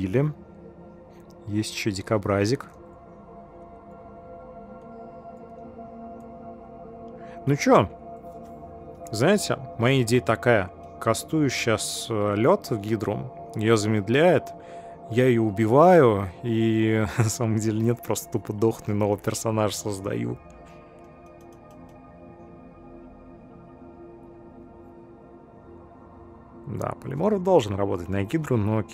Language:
Russian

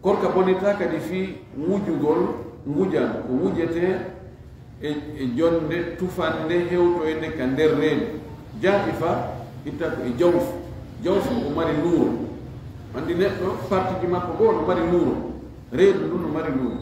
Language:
Fula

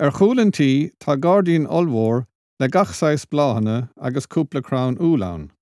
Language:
Irish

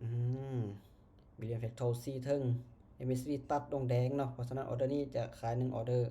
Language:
Lao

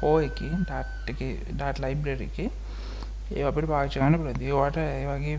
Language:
Sinhala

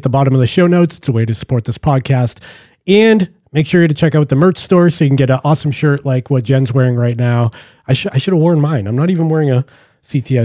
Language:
English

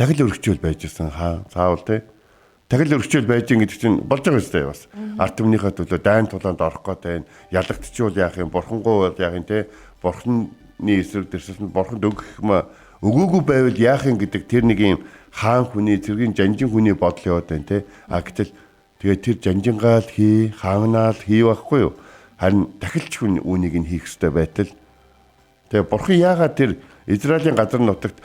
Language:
Mongolian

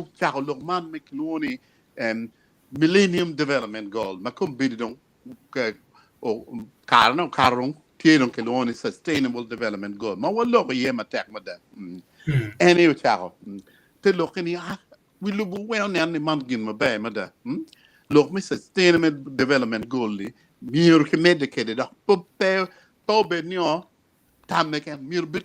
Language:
Acoli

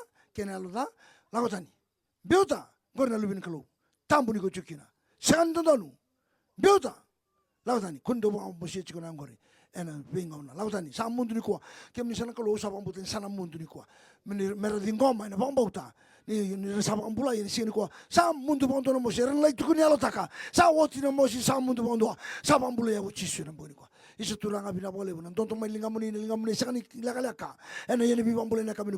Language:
Fijian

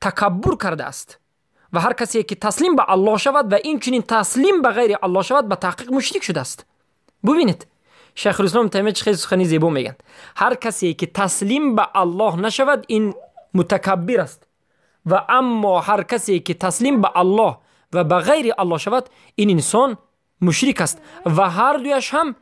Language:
Persian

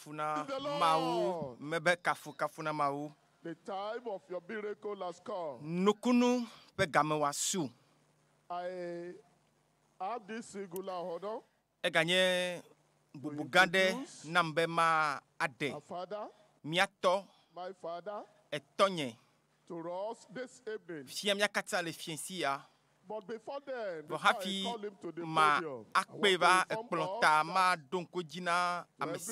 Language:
Ewe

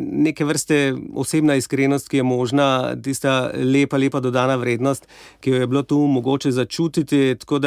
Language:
Slovenian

